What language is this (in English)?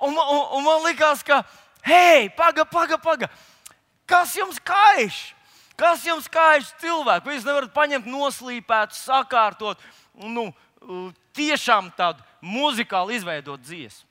Latvian